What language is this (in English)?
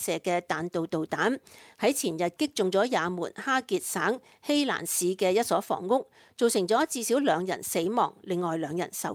Cantonese